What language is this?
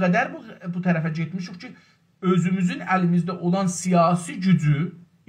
South Azerbaijani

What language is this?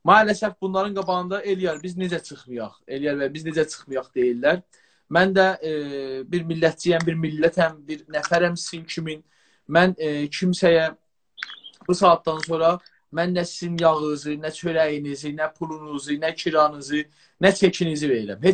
South Azerbaijani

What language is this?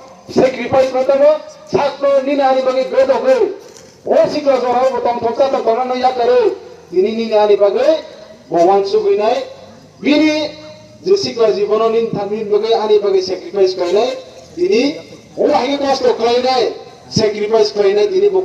Kok Borok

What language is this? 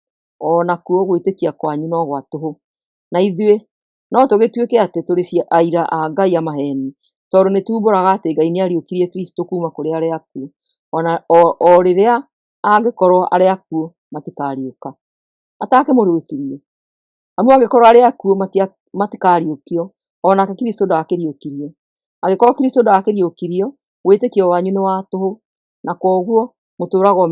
Kikuyu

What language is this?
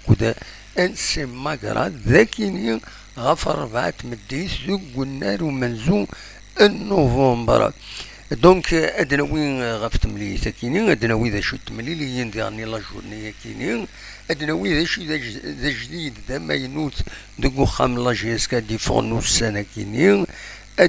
Kabyle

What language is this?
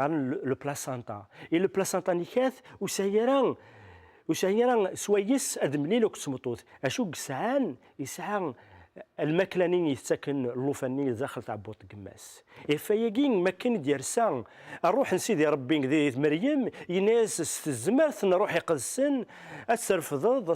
Kabyle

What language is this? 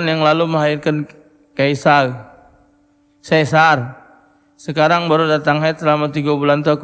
Musi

